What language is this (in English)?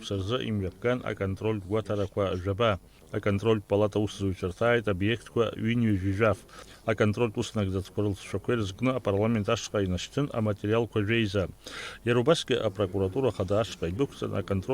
Abkhazian